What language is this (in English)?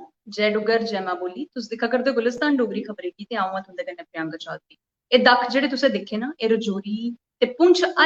Dogri